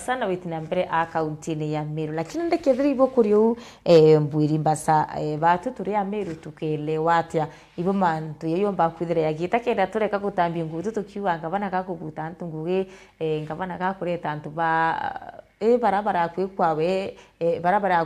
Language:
Meru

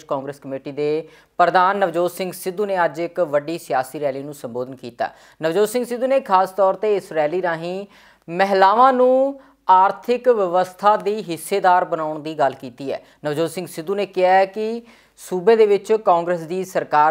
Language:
Punjabi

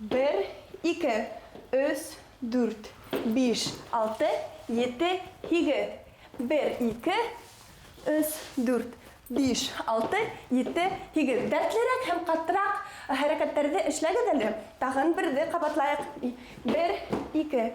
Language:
Bashkir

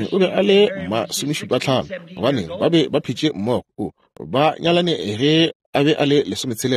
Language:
Northern Sotho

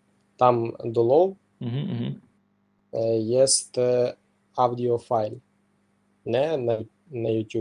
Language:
Rusyn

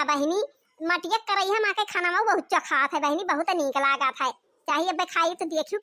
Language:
Awadhi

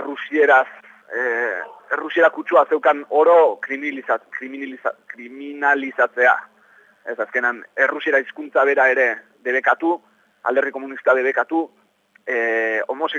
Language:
Basque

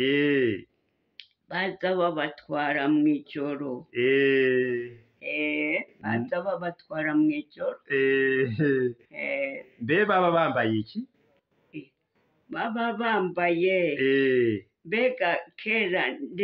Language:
Rundi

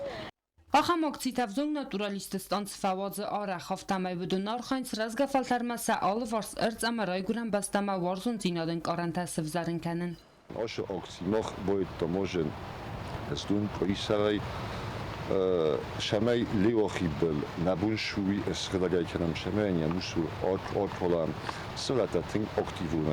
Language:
Ossetic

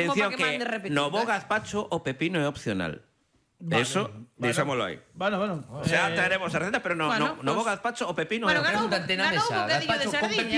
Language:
Galician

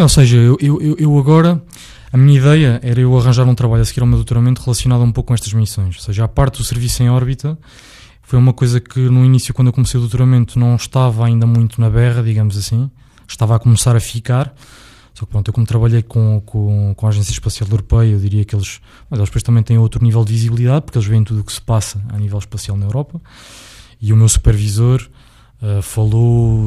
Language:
Portuguese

